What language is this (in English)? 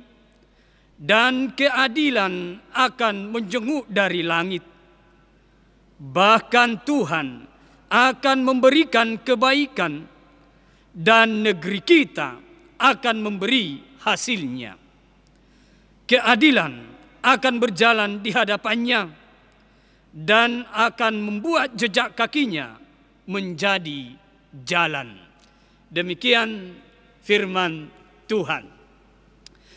Indonesian